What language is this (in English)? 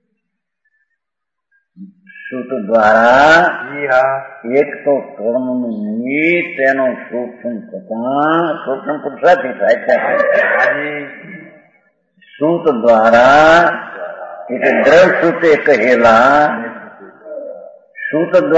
Gujarati